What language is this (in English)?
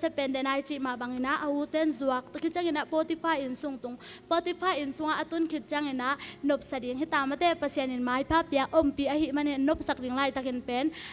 Tedim Chin